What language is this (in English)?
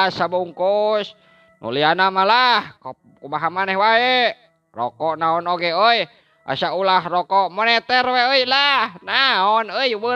Sundanese